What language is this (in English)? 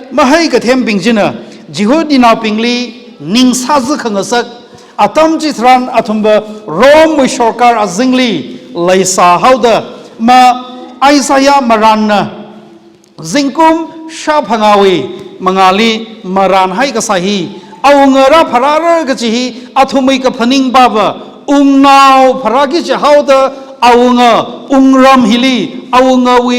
Tangkhul Naga (India)